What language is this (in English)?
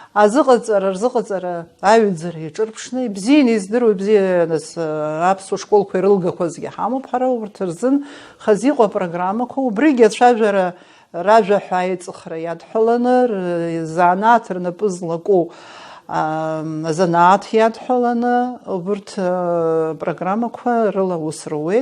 Abkhazian